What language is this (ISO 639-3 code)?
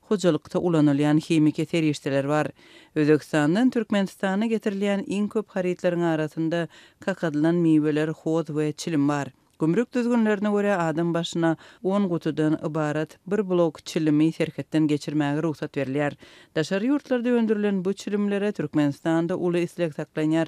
tuk